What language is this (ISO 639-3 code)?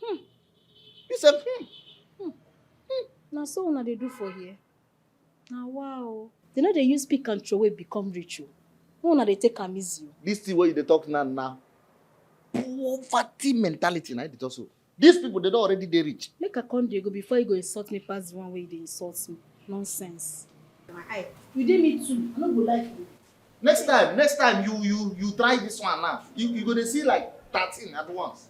pcm